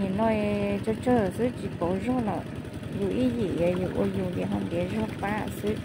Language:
Hmong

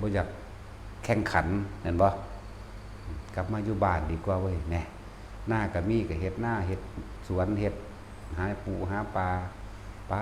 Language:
Northeastern Thai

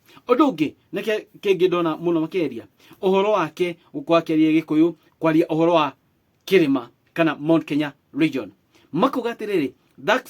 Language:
Kikuyu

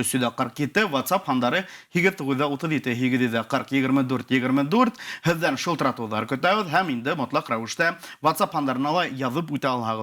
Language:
Bashkir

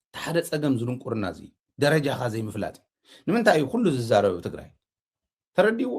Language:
Tigrinya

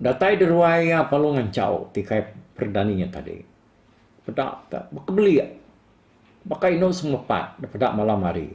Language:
Iban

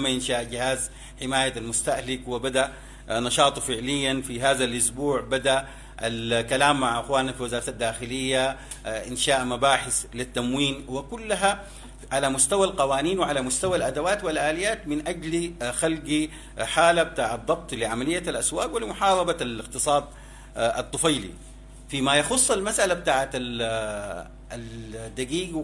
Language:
Sudanese Arabic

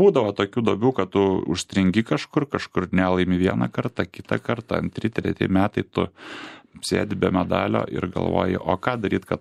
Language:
Lithuanian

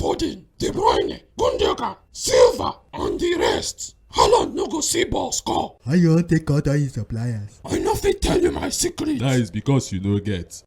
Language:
Nigerian Pidgin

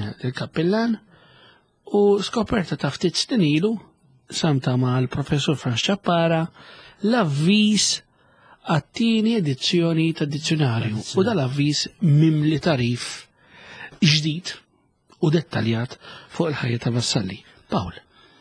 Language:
Maltese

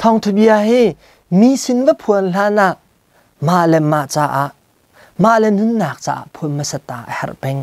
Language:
Hakha Chin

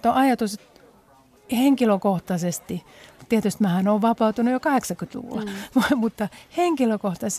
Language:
Finnish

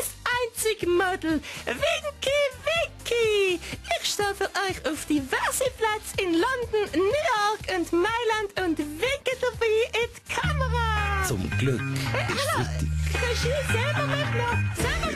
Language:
Swiss German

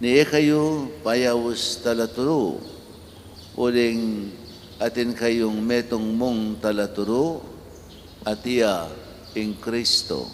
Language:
Pampanga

